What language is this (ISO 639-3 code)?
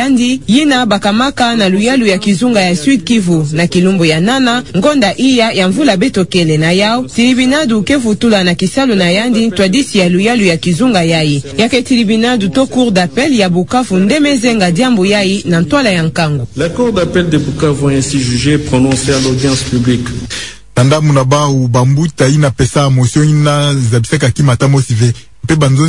ktu